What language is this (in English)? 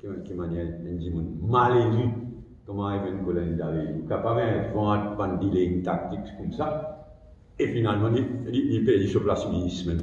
Morisyen